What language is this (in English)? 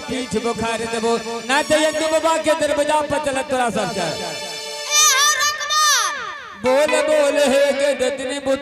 Angika